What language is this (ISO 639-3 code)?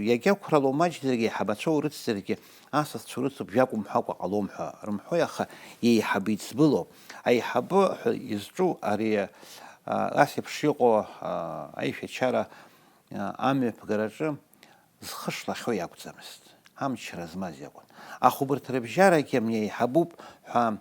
abk